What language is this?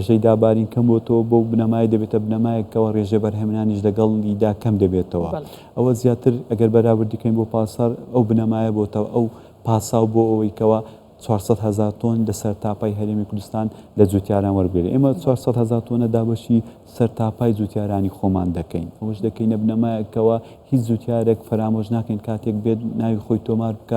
Central Kurdish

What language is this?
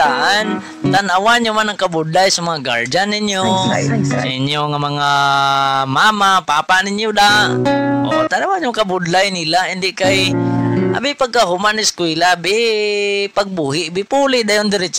Hiligaynon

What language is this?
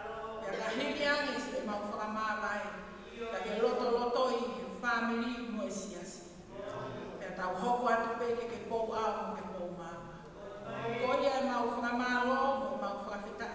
Tongan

